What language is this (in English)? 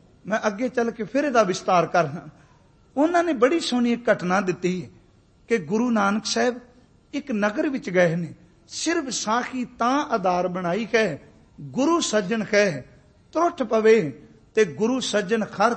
Punjabi